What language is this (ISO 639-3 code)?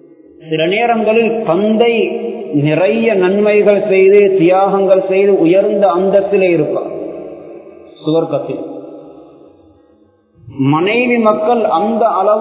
tam